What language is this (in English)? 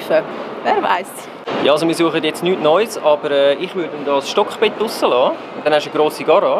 Swiss German